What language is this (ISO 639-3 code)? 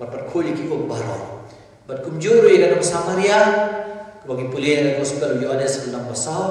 kha